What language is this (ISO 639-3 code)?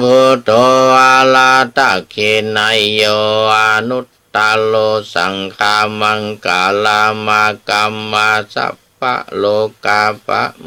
pli